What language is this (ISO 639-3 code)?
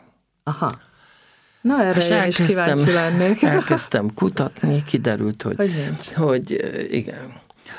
hun